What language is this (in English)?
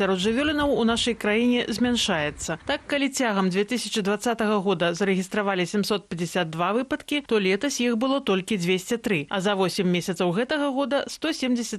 Belarusian